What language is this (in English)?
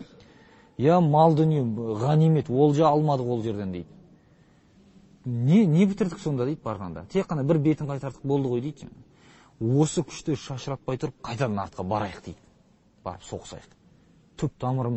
Kazakh